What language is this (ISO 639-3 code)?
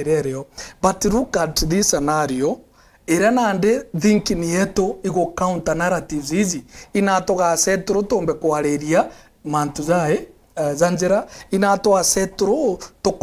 mer